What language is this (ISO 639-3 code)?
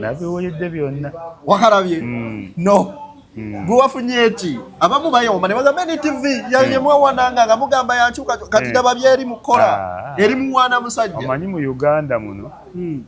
lug